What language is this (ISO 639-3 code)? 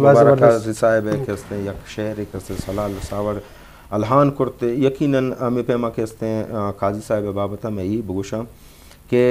bgp